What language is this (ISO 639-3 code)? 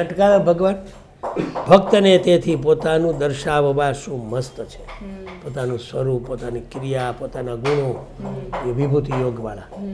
guj